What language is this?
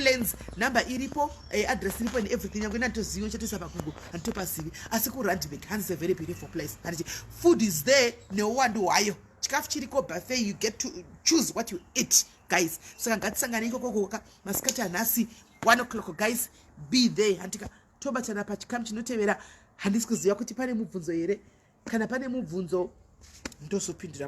Shona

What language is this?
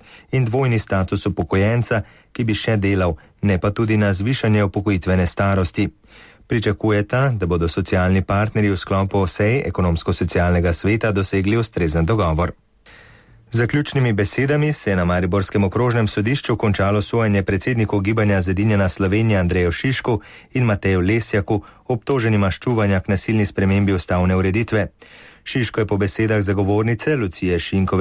Slovenian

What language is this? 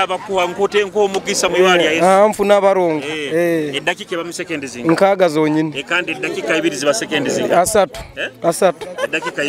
Nyoro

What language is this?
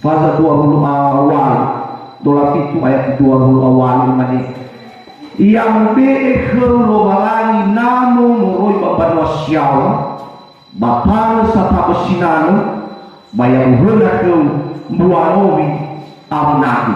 Nias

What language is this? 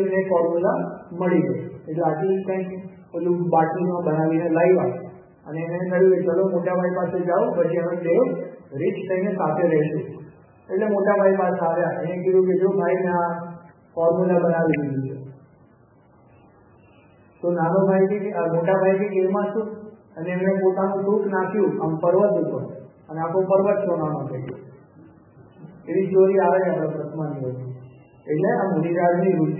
Gujarati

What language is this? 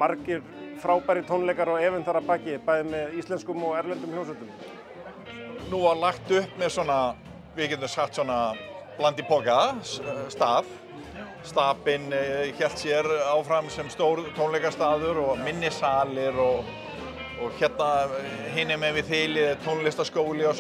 Icelandic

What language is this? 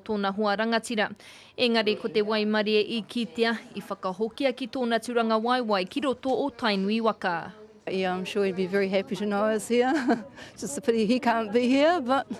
Māori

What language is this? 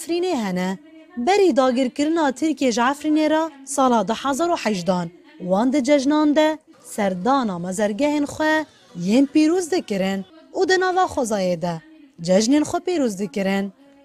Kurdish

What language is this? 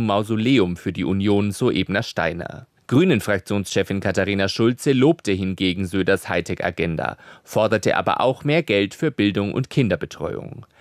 German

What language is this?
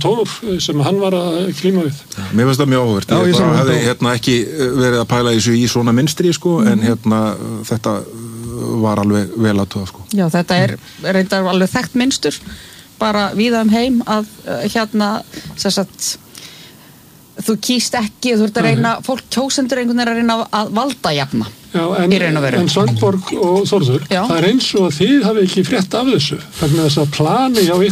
Icelandic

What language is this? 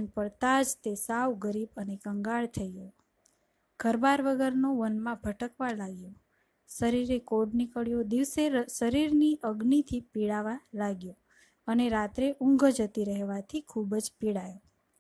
Gujarati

